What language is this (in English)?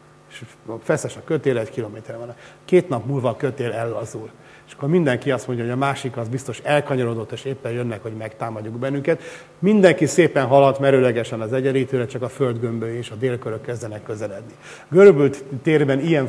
Hungarian